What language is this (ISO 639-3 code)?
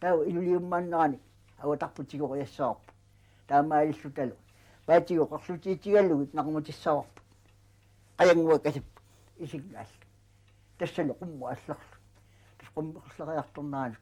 kal